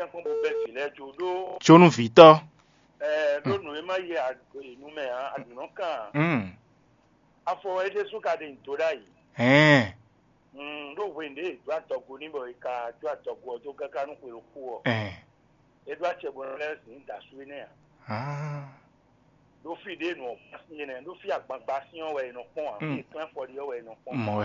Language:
Fon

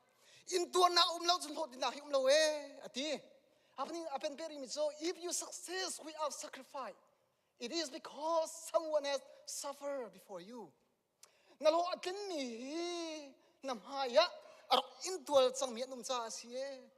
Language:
Hakha Chin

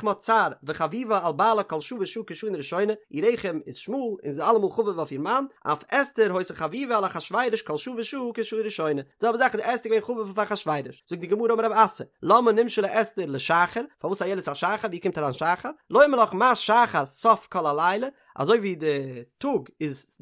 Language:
Yiddish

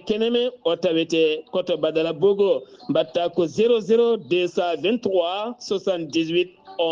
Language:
Fula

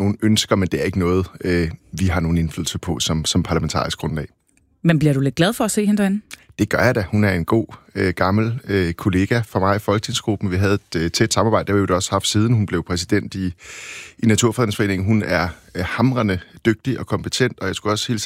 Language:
Danish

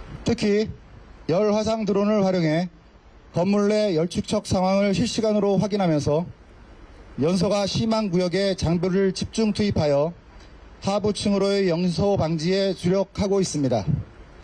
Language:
Korean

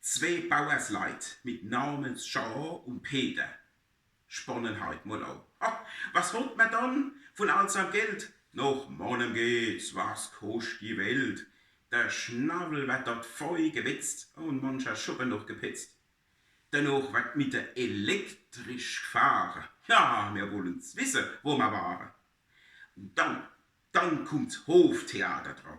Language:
Palatine German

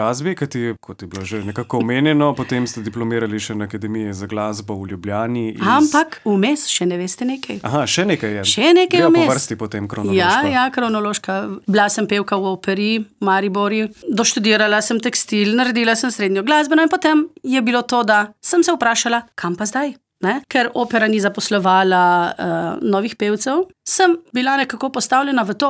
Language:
Slovenian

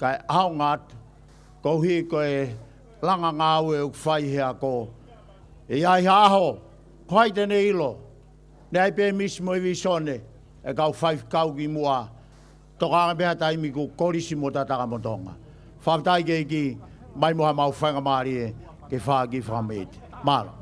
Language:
Tongan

